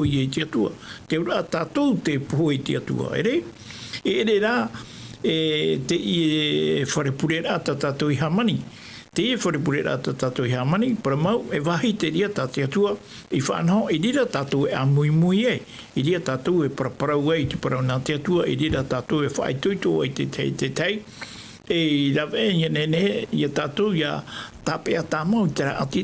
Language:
Tahitian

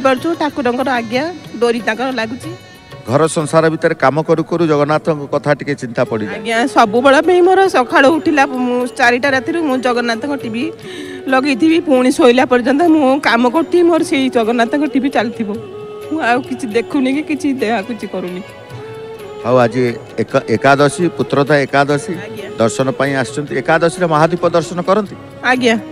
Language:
Odia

